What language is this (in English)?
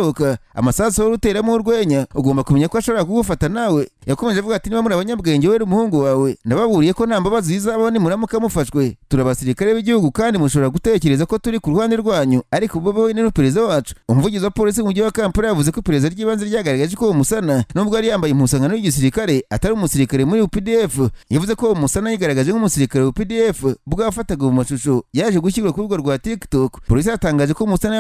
Kinyarwanda